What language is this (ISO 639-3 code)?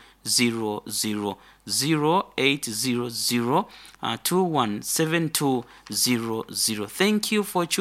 nyo